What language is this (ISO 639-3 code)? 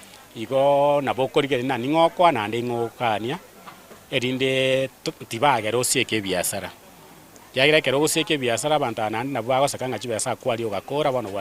guz